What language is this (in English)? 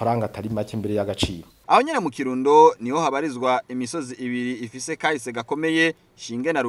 Rundi